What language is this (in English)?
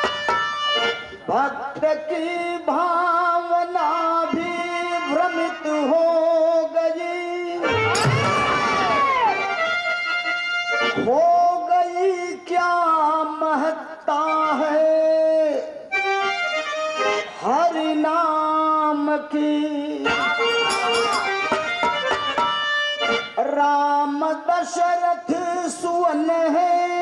Bhojpuri